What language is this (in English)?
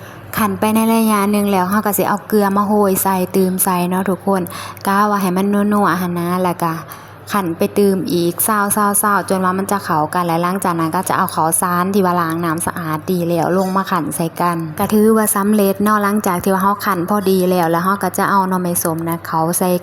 Lao